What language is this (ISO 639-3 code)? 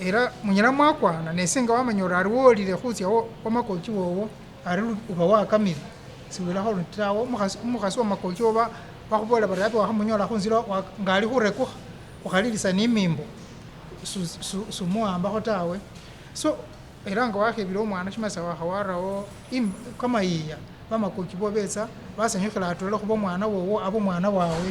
myx